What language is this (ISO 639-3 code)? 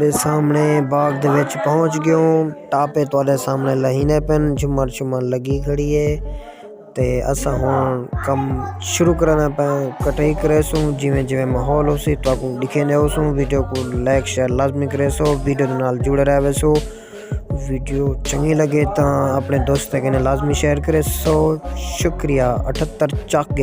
skr